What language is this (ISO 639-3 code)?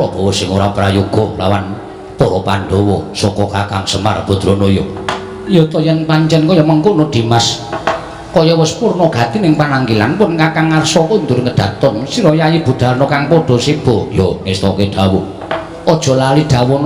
jav